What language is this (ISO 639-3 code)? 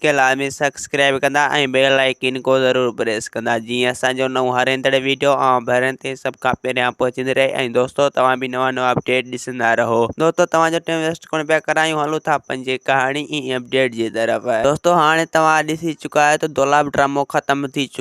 snd